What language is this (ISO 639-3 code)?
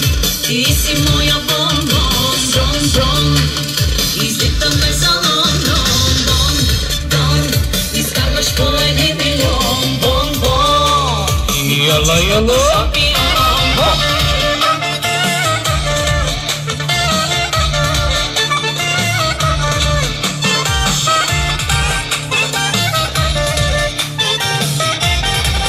bul